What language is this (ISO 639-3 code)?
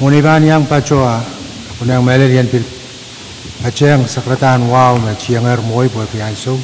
pon